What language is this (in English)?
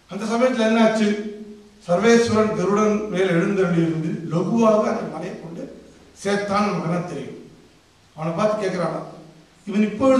Tamil